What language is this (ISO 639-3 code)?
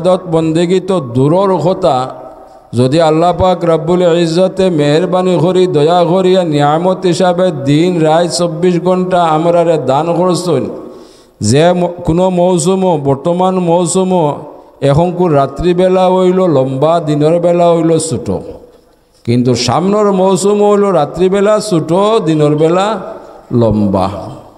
syl